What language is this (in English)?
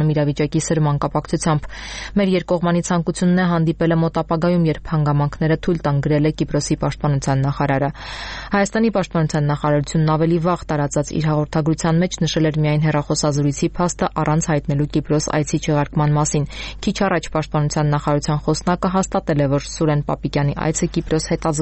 Armenian